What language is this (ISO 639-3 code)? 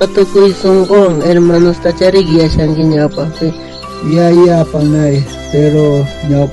quh